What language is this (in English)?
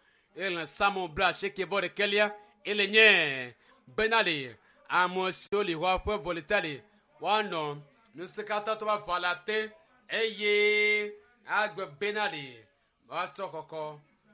Ewe